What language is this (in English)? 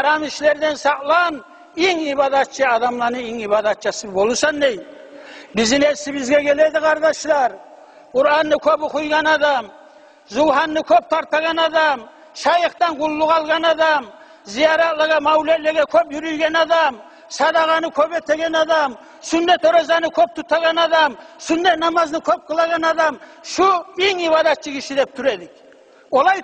Kumyk